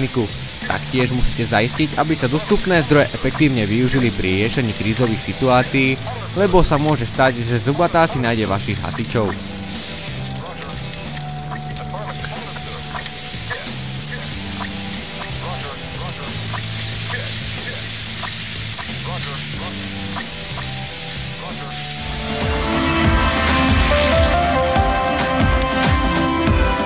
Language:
Slovak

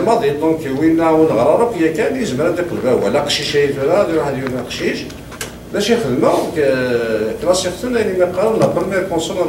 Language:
Kabyle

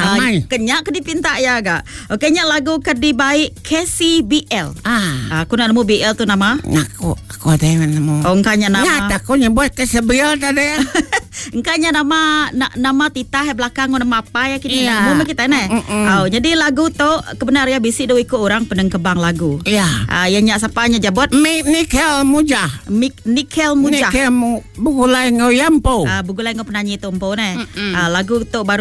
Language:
Iban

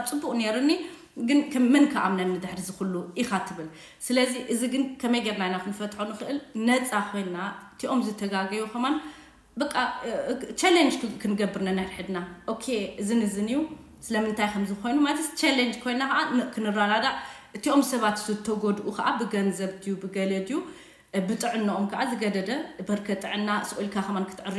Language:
Tigrinya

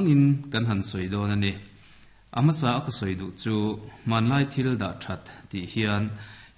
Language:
Mizo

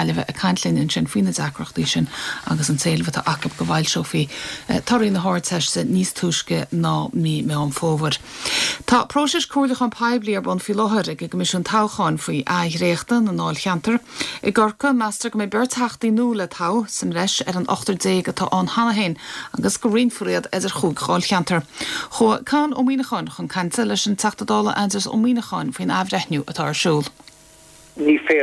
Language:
Irish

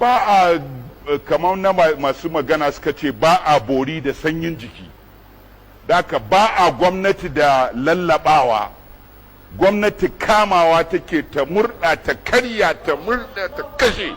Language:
Hausa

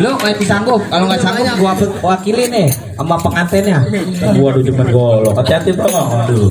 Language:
Betawi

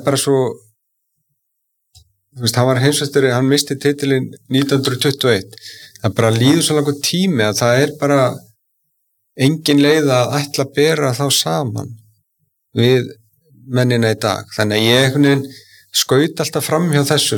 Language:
Icelandic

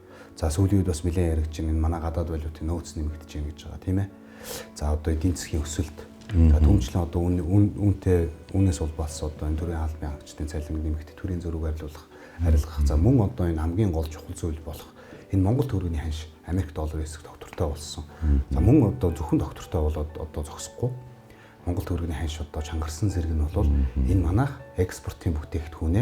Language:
Mongolian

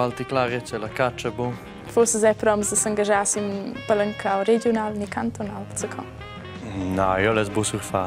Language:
Romansh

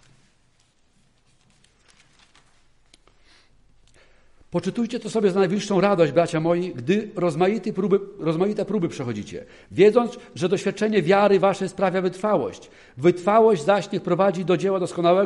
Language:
Polish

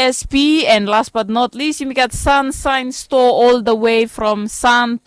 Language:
Bislama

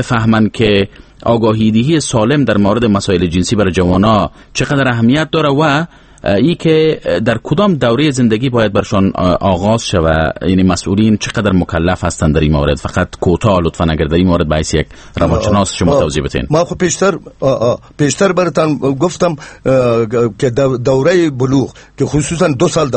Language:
Persian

